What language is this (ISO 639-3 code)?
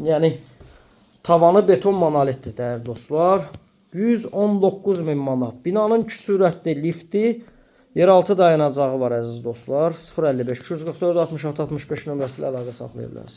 aze